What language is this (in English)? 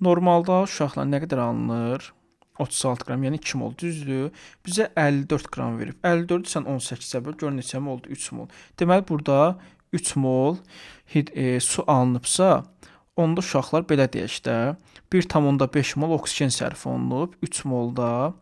Azerbaijani